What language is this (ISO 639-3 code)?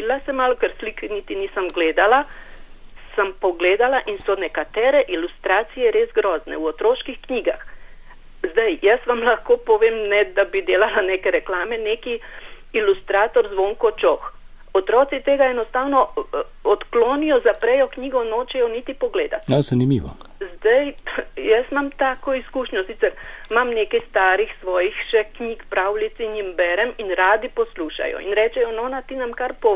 slv